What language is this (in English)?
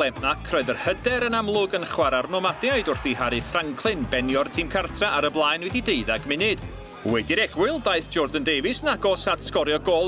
Welsh